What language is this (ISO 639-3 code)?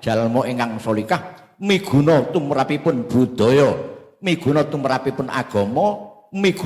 jav